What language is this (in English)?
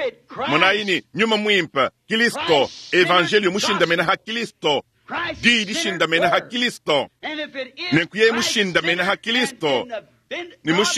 Luba-Lulua